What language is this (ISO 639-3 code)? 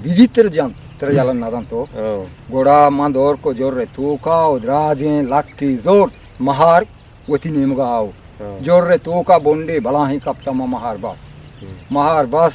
bgp